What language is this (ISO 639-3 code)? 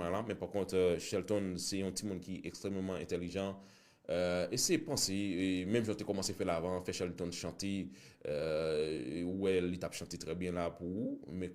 hat